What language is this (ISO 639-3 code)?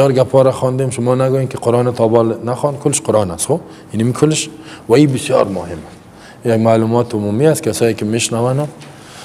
fas